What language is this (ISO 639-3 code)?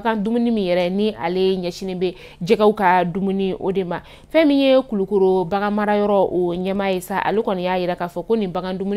bam